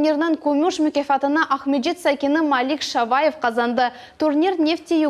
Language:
Crimean Tatar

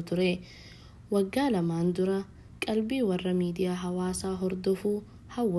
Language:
Oromo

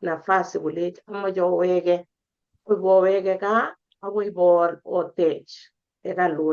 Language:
Kalenjin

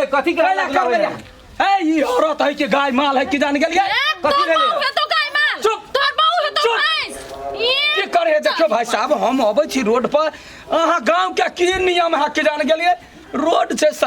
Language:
Maithili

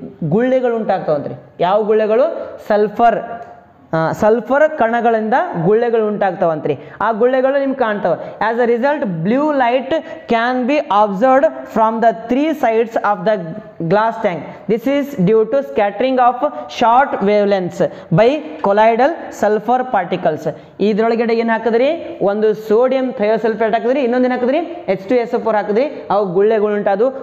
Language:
Kannada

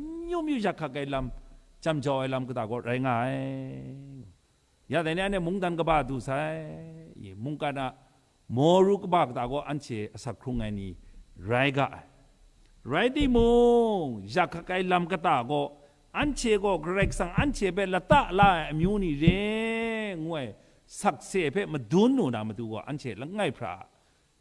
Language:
Kachin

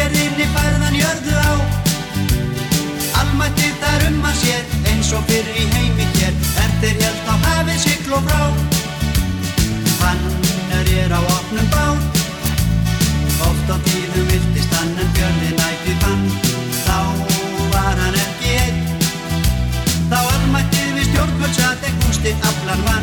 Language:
Icelandic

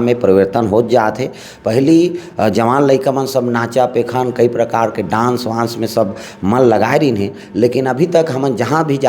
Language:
Chhattisgarhi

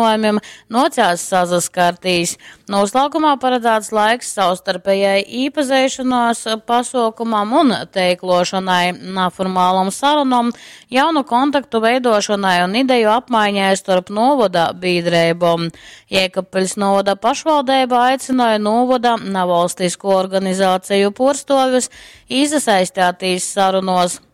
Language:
Latgalian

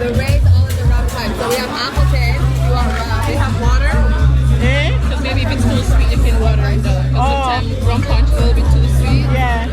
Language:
Jamaican Creole English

